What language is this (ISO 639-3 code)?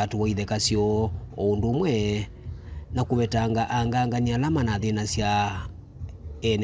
kam